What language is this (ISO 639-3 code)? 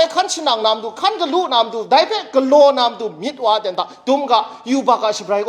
kac